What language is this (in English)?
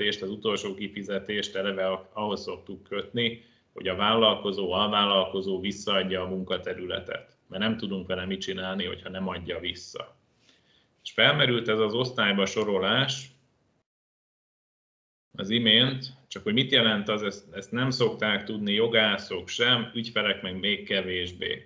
Hungarian